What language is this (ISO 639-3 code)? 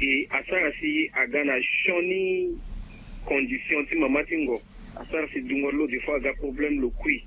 sag